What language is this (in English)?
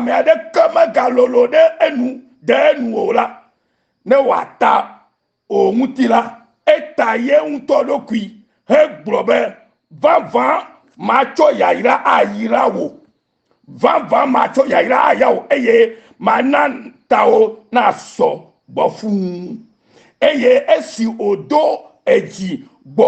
Ewe